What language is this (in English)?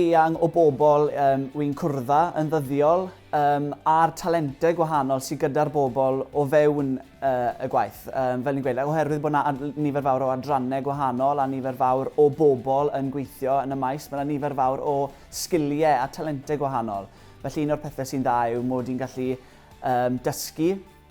Welsh